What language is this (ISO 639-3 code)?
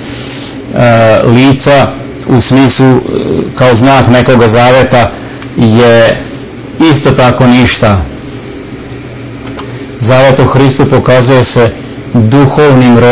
srp